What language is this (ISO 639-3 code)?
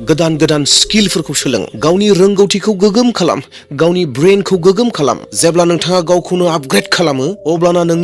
brx